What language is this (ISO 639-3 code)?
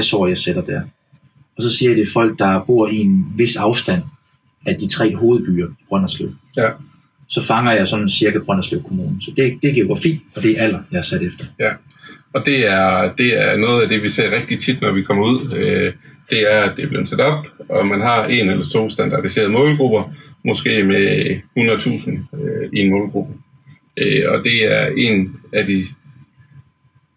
dan